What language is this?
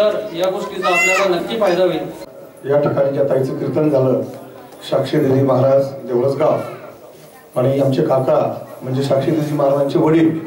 Marathi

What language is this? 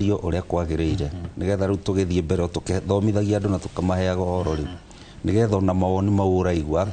Kikuyu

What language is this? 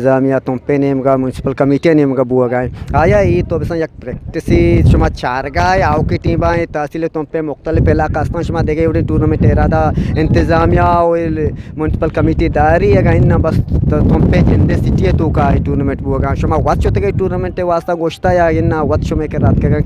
Eastern Balochi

